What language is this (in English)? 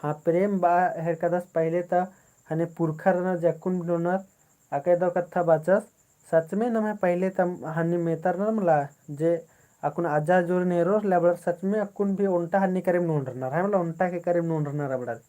Kurukh